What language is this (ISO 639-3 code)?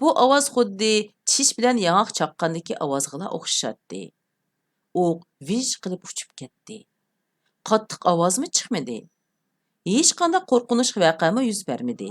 uig